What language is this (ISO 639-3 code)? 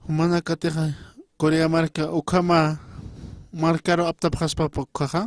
aym